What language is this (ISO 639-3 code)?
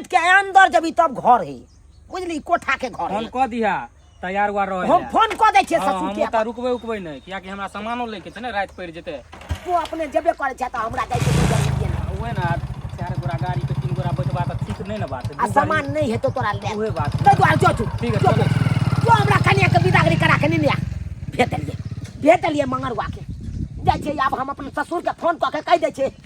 mai